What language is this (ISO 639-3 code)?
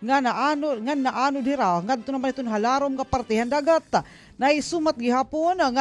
war